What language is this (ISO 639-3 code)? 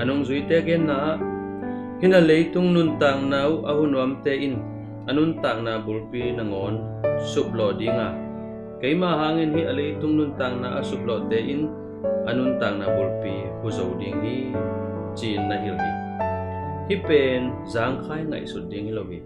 ctd